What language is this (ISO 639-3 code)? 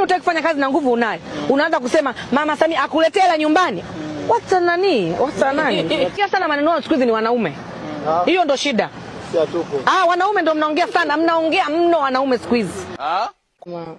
swa